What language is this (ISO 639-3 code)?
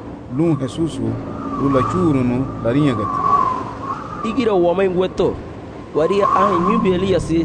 cab